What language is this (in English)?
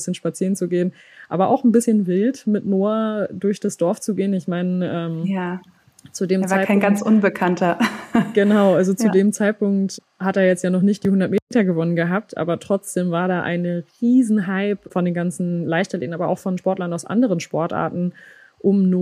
German